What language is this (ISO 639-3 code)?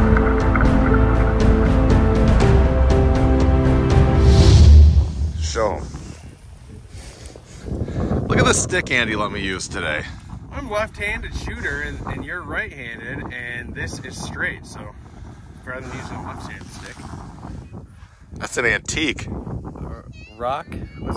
eng